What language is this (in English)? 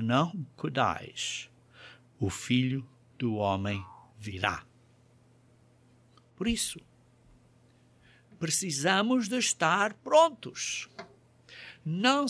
Portuguese